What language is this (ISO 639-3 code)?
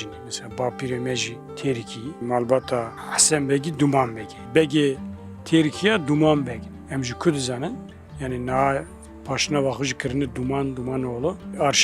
kur